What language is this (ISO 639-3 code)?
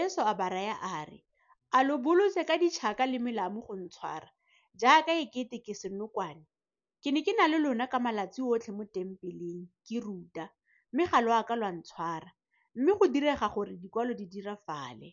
tsn